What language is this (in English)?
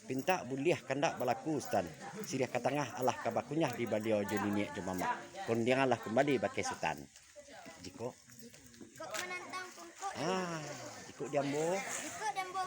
Minangkabau